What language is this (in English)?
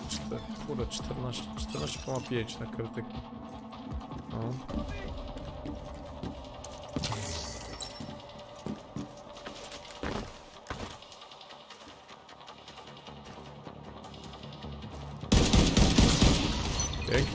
Polish